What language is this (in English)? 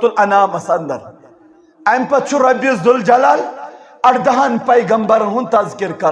Kashmiri